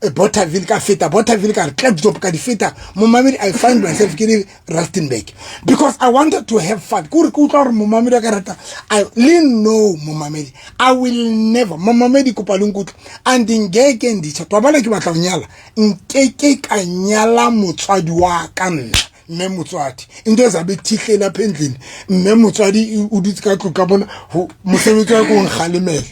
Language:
Southern Sotho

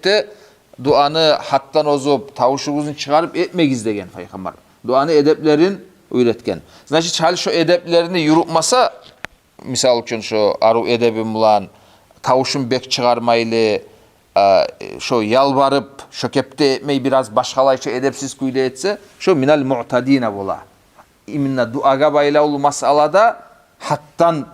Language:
Kumyk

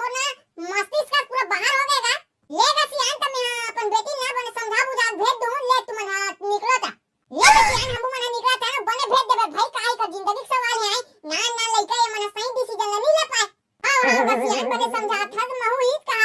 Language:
Chhattisgarhi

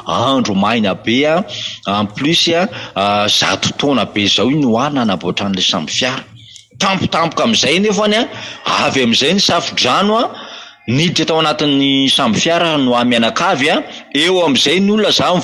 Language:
Malagasy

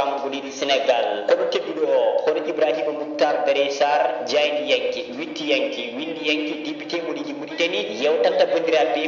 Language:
Fula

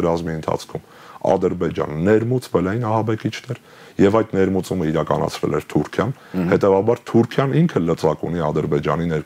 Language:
Armenian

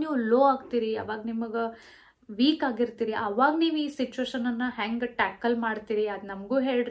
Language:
Kannada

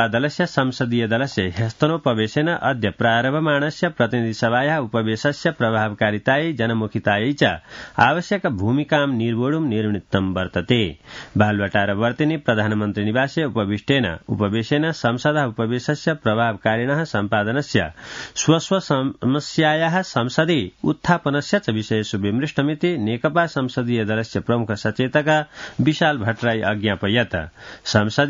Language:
Sanskrit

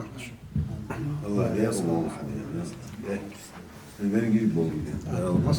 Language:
Ingush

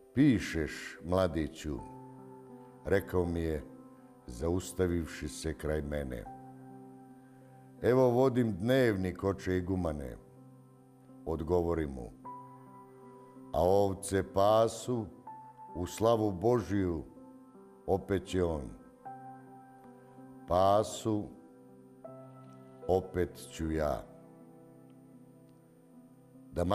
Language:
Serbian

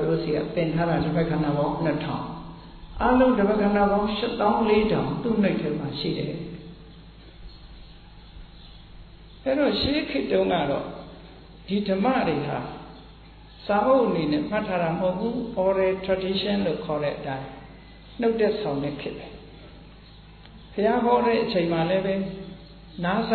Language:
Burmese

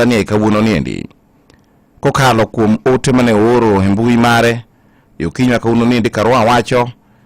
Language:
Luo (Kenya and Tanzania)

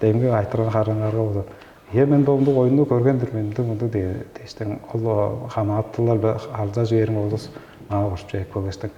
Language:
Tuvinian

